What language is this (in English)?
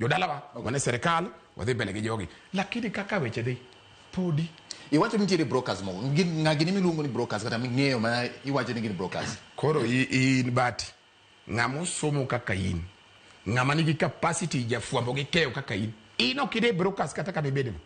Luo (Kenya and Tanzania)